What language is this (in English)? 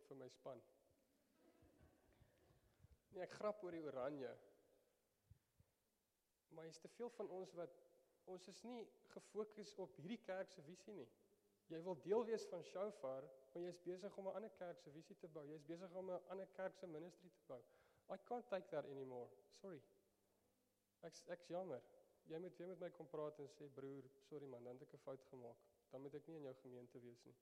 Afrikaans